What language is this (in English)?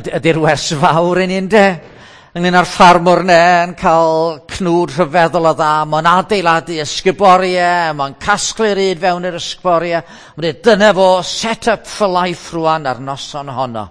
Welsh